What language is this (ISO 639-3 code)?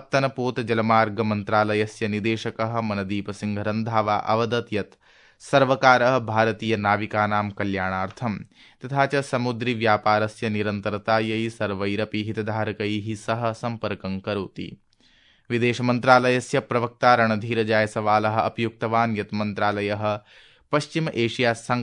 san